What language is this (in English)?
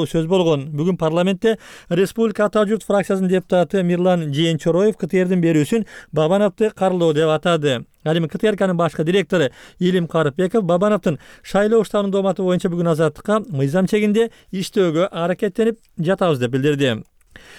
Kyrgyz